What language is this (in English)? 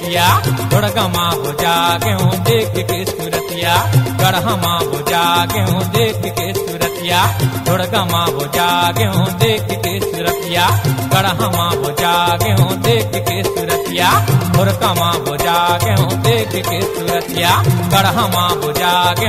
Chhattisgarhi